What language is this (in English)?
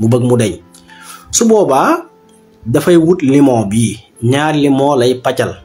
Wolof